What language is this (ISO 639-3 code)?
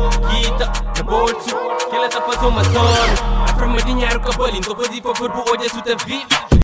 kea